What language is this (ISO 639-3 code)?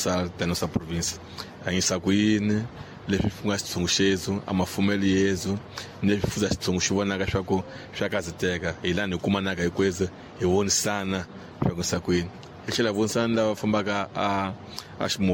tso